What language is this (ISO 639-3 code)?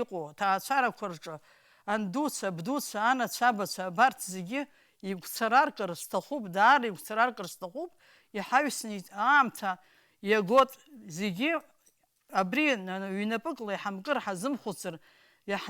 abk